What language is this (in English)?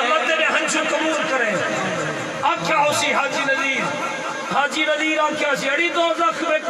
Saraiki